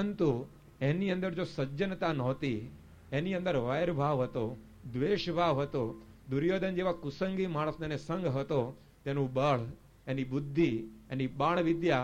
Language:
Gujarati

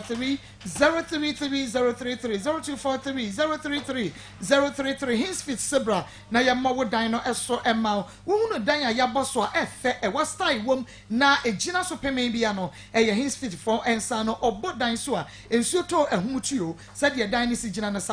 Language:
Akan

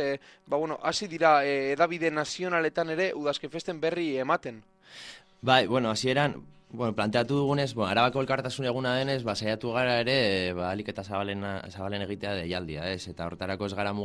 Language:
Basque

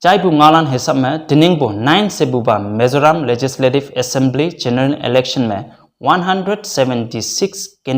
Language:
Konyak Naga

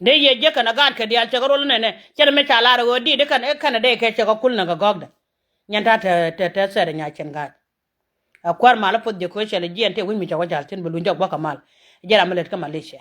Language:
Nuer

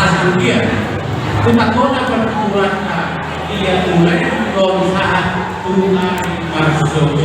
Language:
Batak Toba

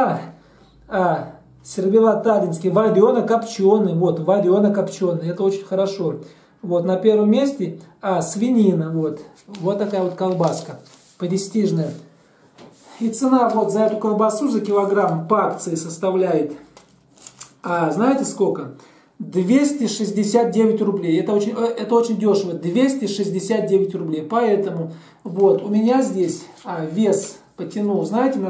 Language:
Russian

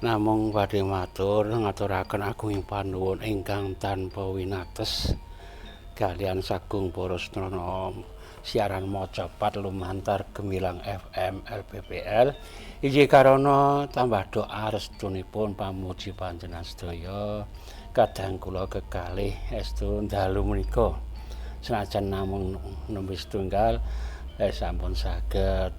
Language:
Javanese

